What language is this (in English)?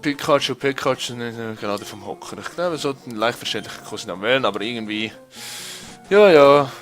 Swiss German